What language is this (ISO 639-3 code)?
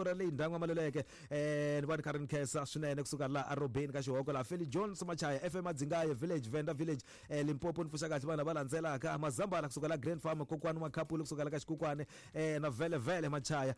tso